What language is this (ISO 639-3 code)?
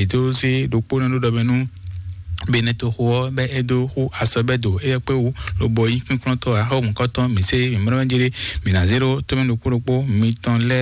fon